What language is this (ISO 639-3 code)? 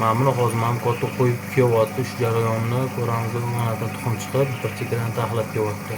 uzb